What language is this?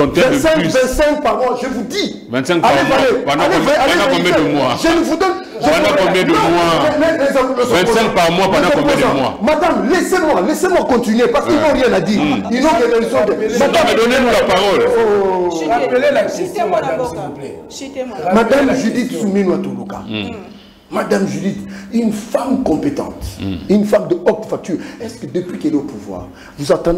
French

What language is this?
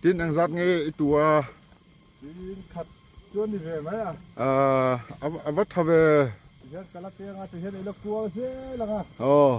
Falam Chin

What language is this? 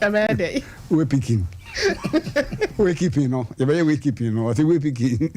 Akan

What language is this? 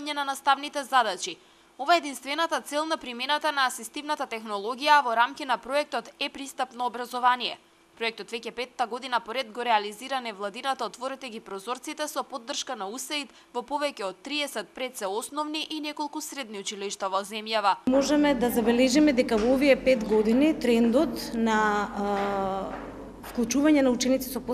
Macedonian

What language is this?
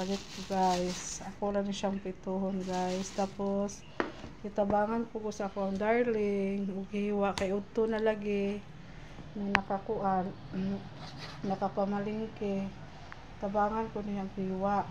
Cebuano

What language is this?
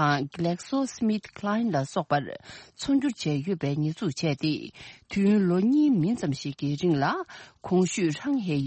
Tibetan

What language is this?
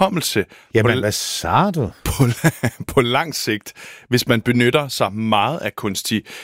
Danish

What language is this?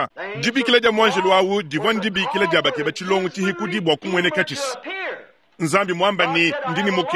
Luba-Lulua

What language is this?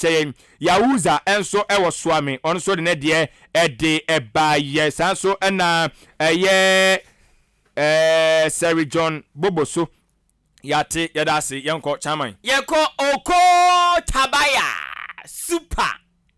Akan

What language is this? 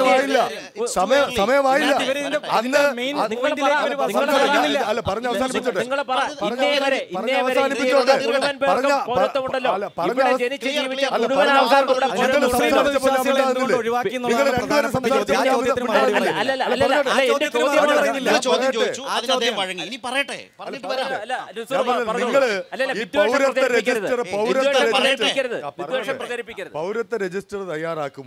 Malayalam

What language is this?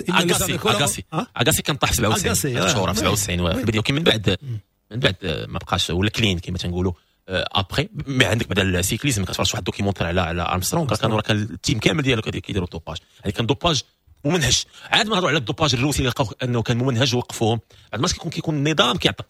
Moroccan Arabic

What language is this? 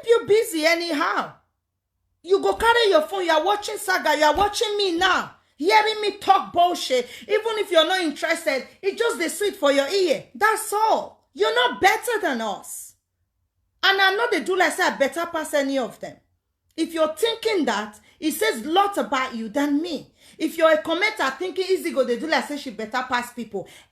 Nigerian Pidgin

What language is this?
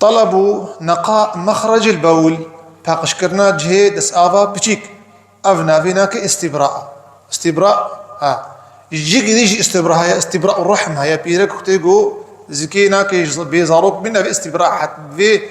Kurdish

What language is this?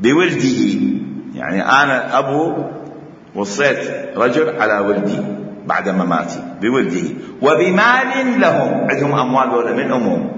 Mesopotamian Arabic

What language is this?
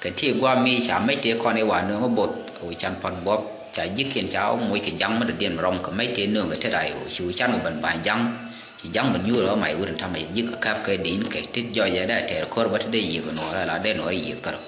Nuer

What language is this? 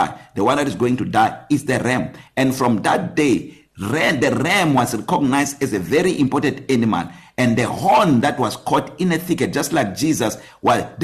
English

